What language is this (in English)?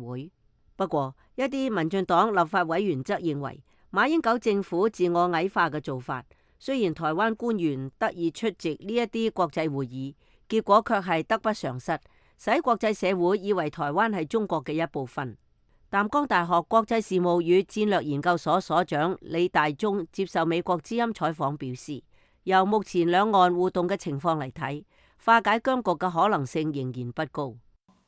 Cantonese